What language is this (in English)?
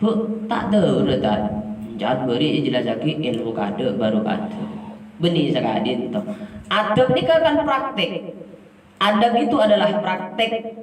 Madurese